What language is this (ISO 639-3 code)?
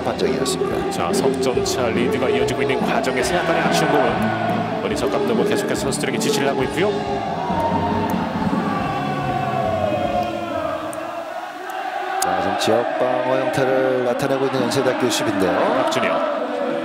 kor